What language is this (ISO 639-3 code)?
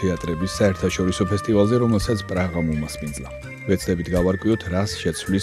kat